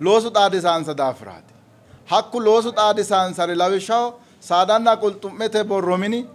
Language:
Sidamo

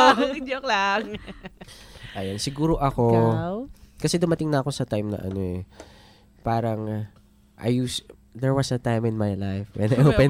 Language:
Filipino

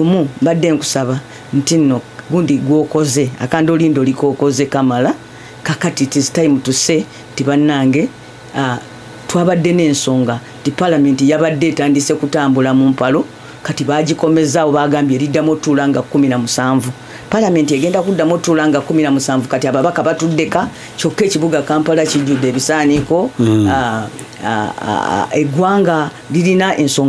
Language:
Ganda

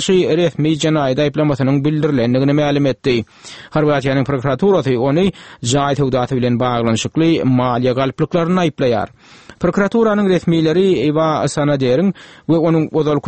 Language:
Turkmen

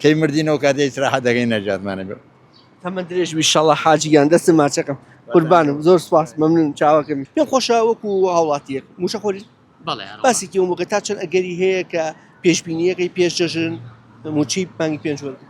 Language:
Central Kurdish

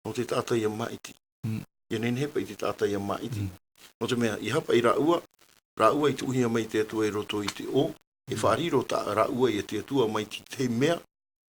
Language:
Tahitian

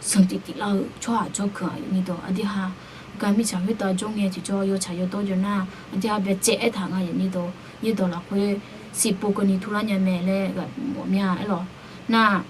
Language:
Akha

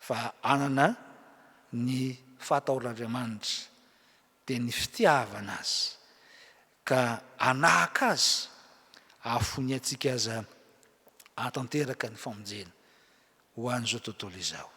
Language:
Malagasy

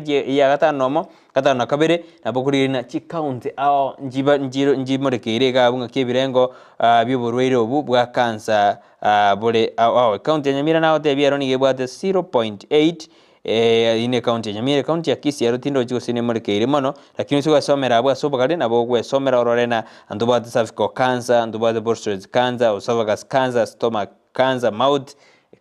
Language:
Gusii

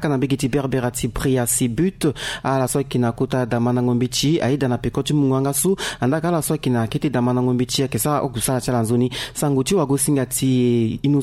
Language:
Sango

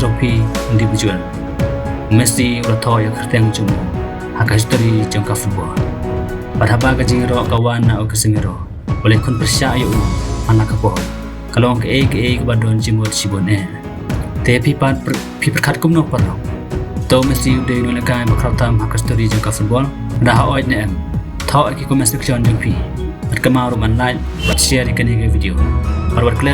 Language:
Khasi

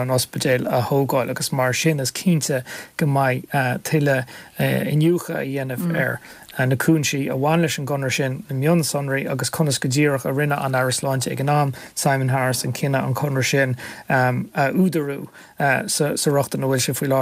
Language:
Irish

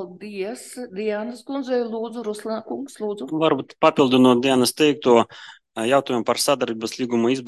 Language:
Latvian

